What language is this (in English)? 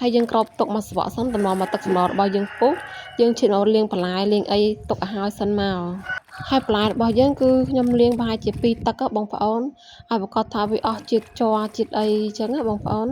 Khmer